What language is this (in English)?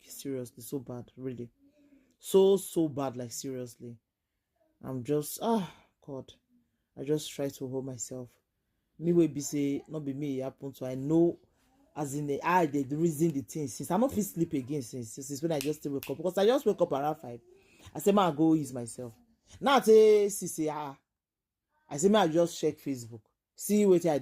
Nigerian Pidgin